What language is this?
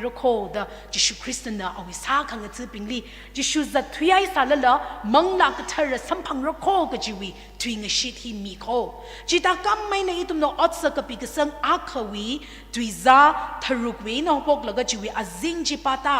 Tangkhul Naga (India)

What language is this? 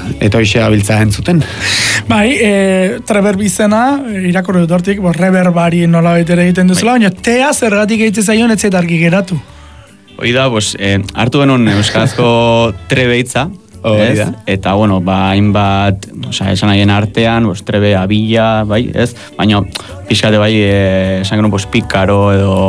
Basque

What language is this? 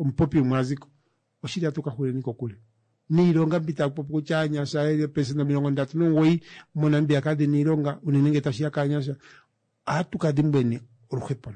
Kuanyama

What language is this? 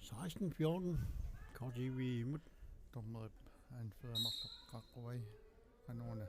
Kalaallisut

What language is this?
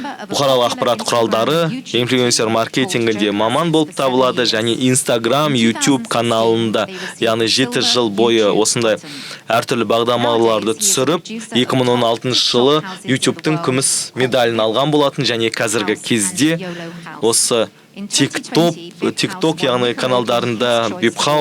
Kazakh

